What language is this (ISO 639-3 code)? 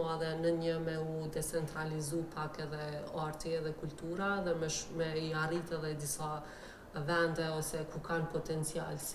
sqi